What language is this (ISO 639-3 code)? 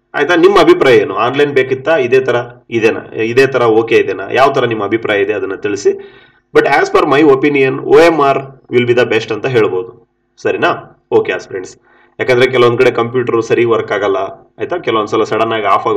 kan